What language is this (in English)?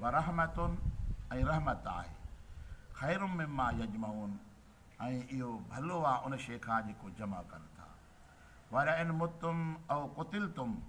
Sindhi